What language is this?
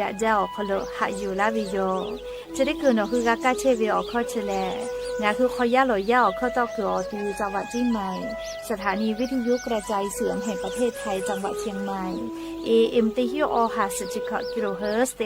Lahu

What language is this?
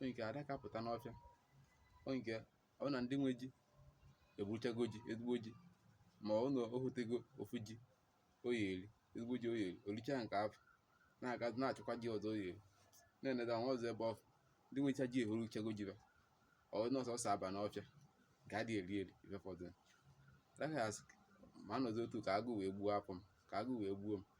Igbo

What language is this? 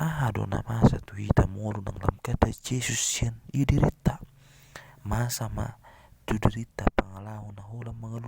Batak Toba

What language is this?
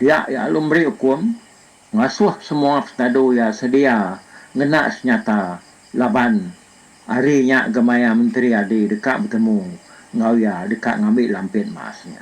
Iban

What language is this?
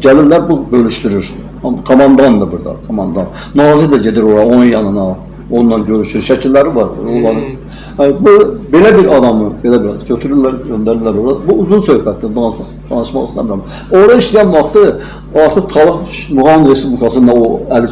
Azerbaijani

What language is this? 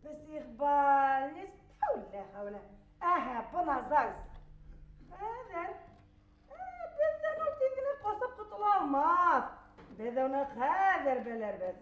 Bashkir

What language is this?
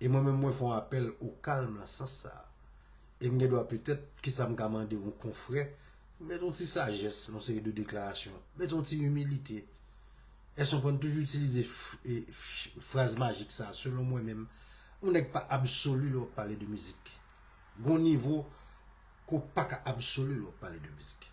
Haitian Creole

